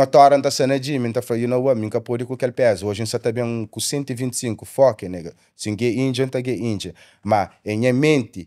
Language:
Kabuverdianu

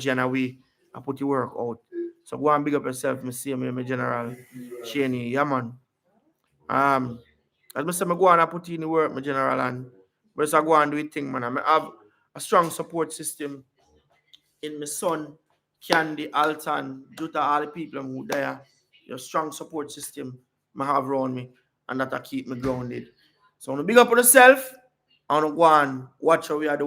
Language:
Jamaican Creole English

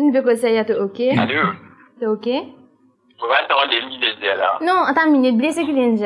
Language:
Morisyen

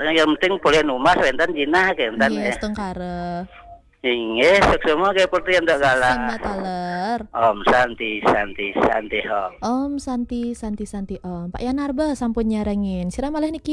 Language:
Balinese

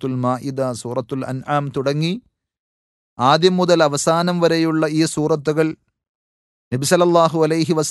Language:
Malayalam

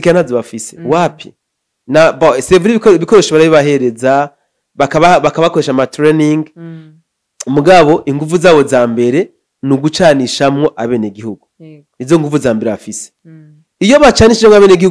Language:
Rundi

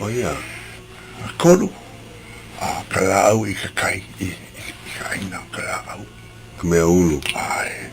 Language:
Hawaiian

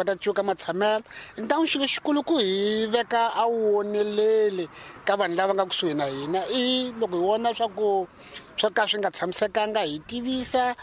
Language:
Tsonga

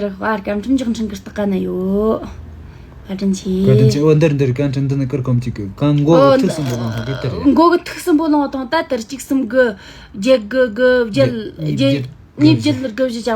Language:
Tibetan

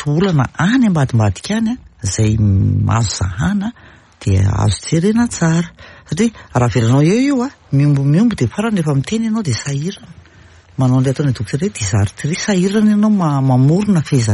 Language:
Malagasy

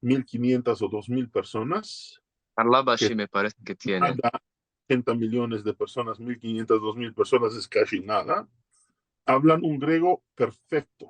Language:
Ladino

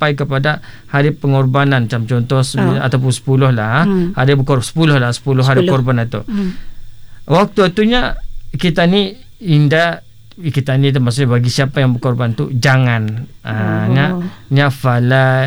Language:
Malay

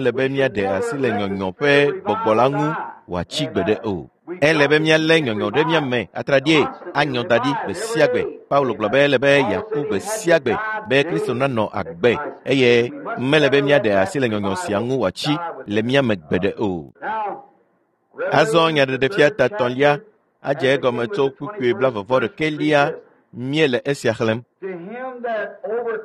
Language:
Ewe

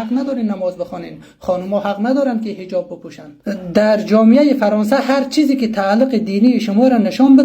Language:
Persian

